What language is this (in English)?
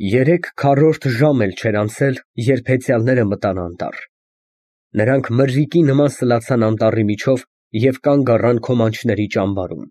Armenian